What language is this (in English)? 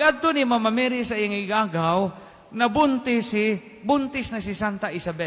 Cebuano